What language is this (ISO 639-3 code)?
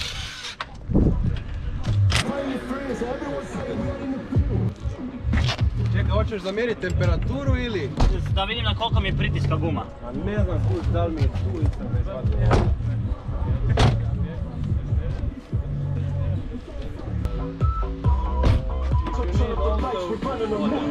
hrv